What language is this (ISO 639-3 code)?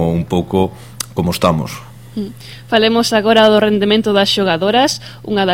glg